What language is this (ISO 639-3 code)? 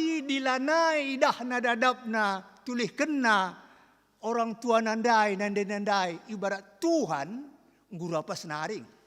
btx